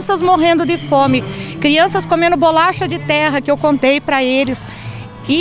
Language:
Portuguese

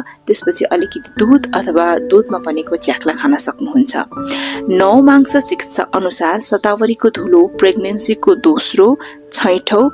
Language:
Nepali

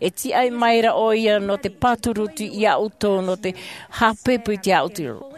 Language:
Tahitian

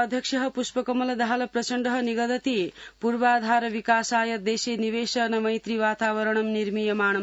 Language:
Sanskrit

